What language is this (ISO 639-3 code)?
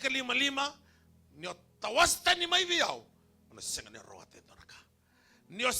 fij